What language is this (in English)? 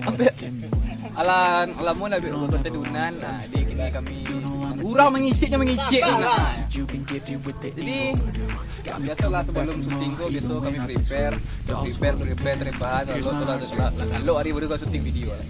Minangkabau